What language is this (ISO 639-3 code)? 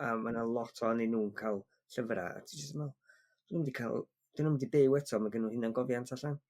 cym